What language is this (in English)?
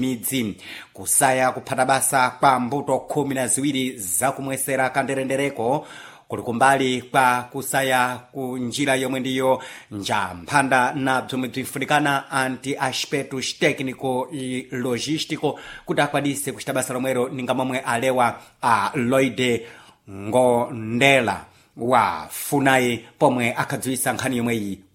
Sena